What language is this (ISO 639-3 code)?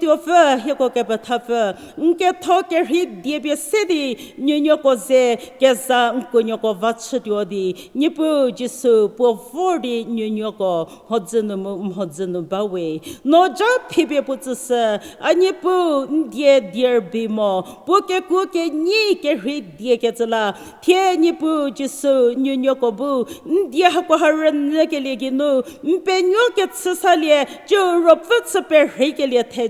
njm